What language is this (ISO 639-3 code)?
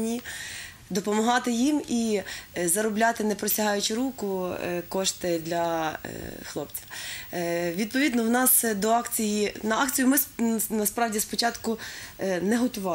ukr